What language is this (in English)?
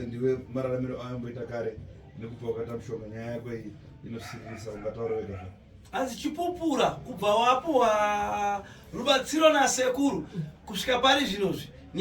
Shona